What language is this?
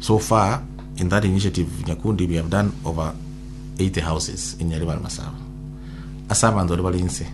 Gusii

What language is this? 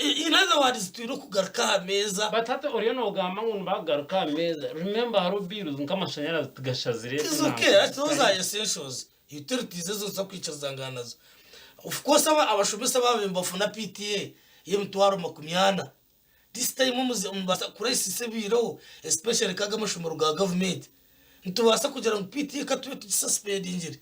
Nyankole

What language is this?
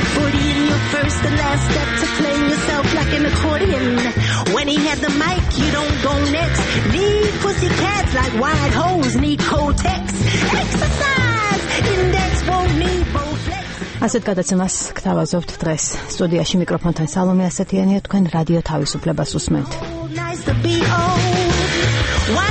Georgian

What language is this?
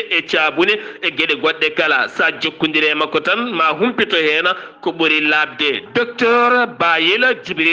Fula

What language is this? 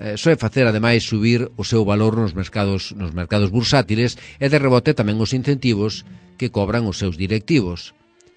Galician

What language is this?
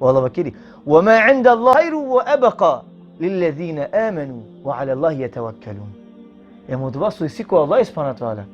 Balkan Romani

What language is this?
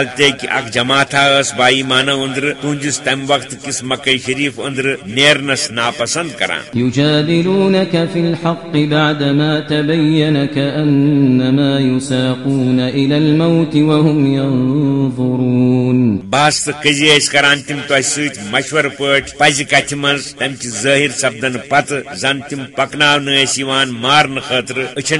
Kashmiri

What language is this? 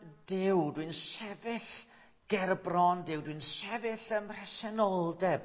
Welsh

